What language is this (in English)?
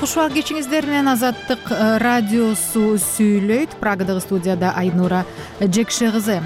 Kyrgyz